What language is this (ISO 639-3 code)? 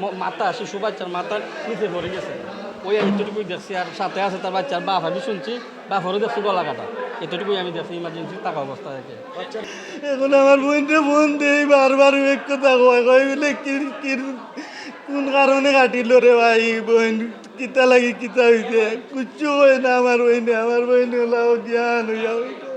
syl